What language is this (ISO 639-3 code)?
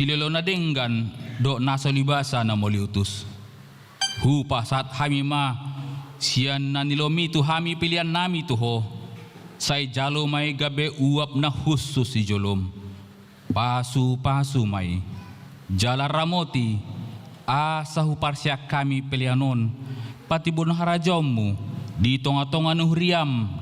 bbc